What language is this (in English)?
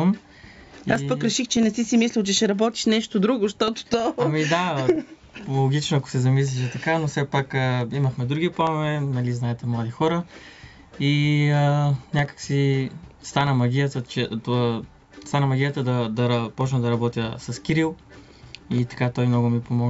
Bulgarian